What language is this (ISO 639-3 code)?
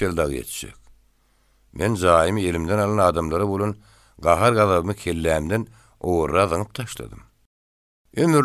tuk